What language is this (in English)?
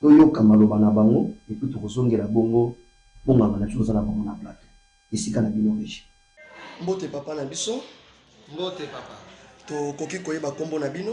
Lingala